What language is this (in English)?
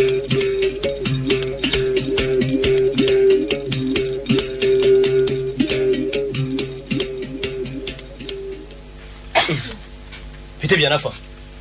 Kinyarwanda